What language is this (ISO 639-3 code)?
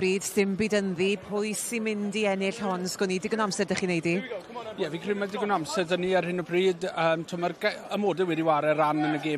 cym